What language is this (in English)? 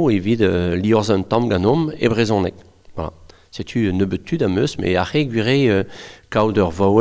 Breton